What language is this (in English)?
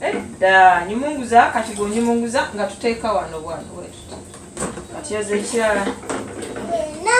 Ganda